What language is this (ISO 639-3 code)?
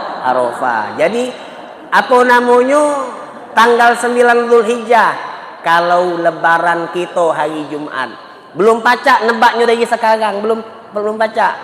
mui